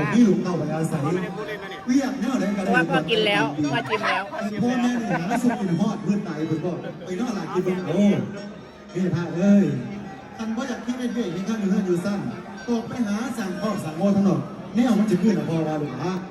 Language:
Northeastern Thai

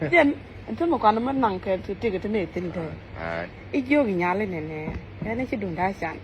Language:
Nuer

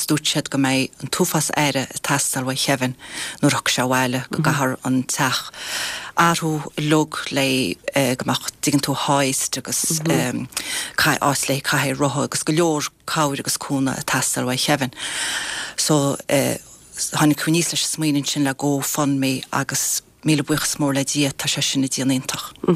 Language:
Irish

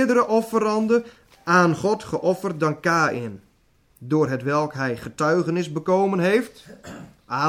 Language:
Dutch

